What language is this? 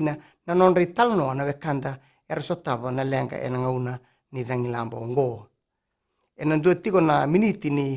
Fijian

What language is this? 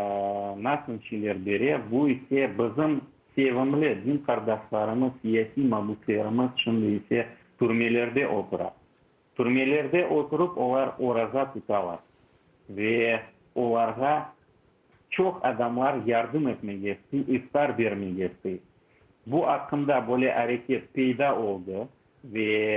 Crimean Tatar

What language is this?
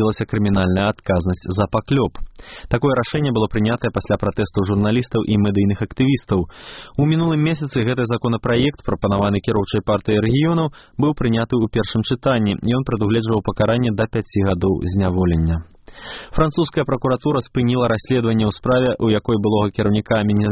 Belarusian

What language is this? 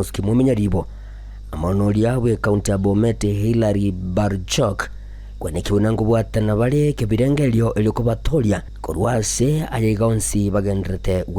Gusii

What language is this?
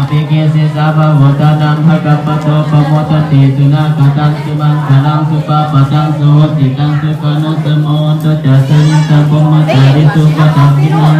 Pali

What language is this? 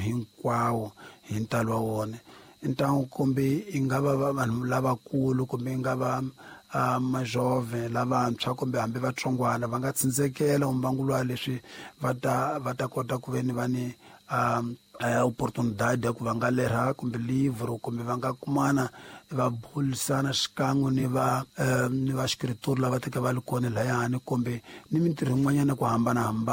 Tsonga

